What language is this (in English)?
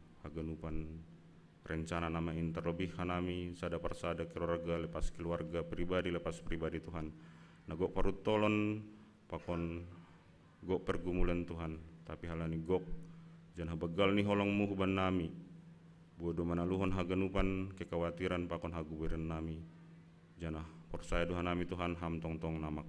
Batak Simalungun